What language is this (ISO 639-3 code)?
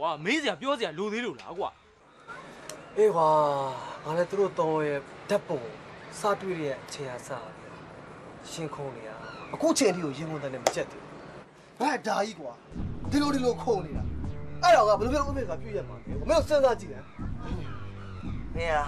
mya